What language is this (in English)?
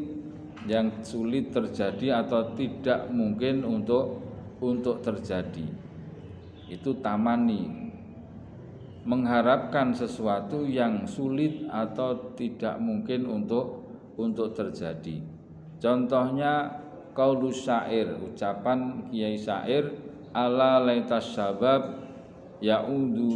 Indonesian